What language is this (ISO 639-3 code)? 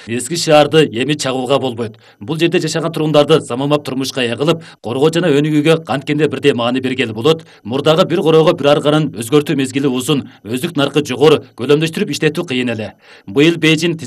kir